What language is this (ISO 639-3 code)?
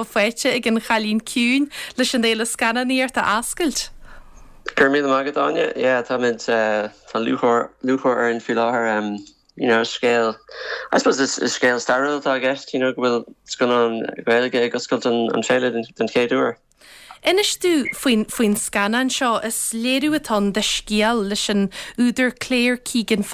gle